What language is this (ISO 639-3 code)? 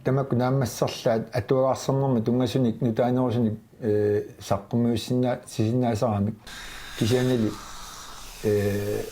kal